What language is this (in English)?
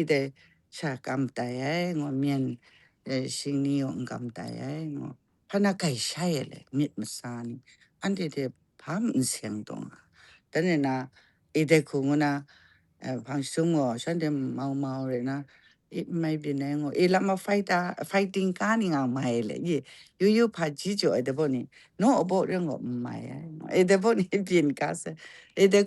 Kachin